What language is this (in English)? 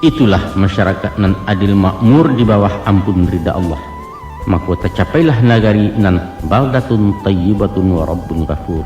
Minangkabau